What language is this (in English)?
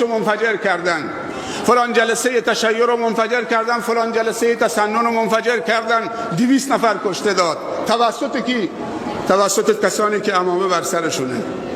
Persian